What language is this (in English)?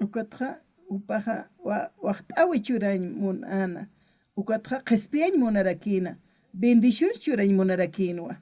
Aymara